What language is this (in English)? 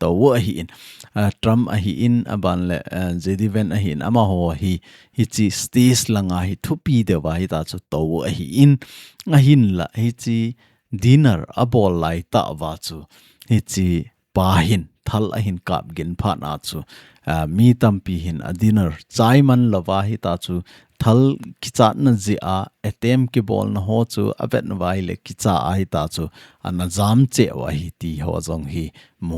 Thado Chin